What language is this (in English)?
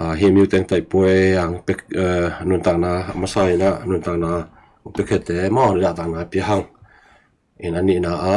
Tedim Chin